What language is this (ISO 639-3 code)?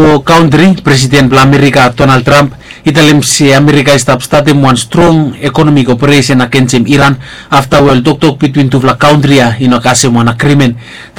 bis